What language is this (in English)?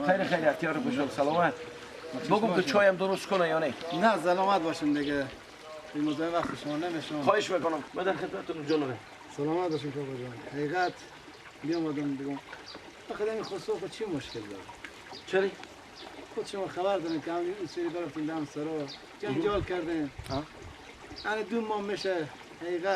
Persian